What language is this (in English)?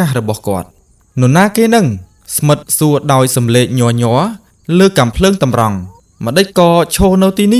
Khmer